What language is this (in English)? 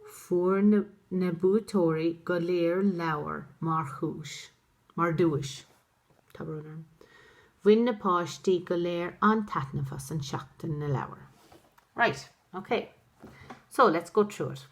Irish